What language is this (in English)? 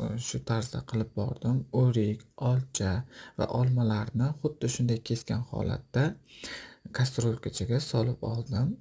Uzbek